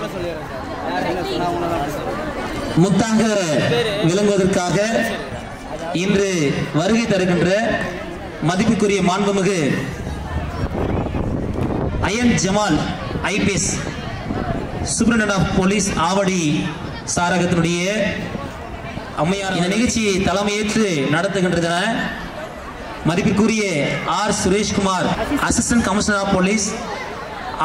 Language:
Tamil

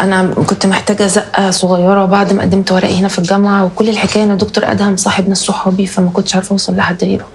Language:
Egyptian Arabic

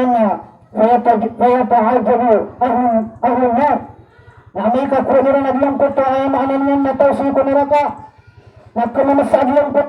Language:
Maranao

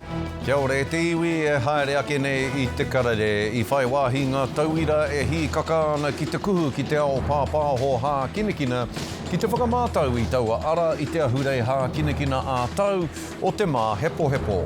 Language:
Māori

